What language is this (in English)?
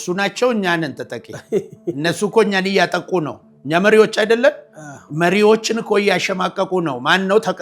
Amharic